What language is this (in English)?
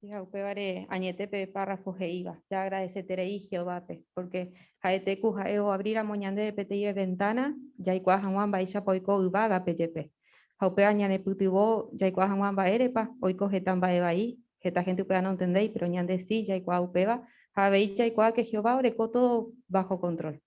Guarani